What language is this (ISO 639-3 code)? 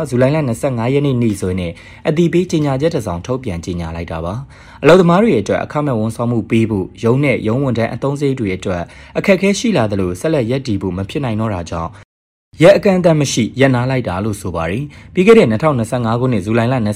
mya